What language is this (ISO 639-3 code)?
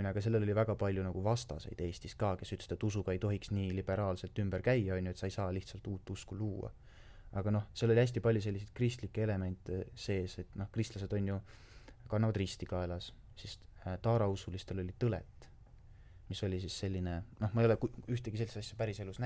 est